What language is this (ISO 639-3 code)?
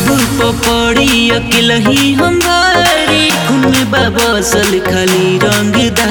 bho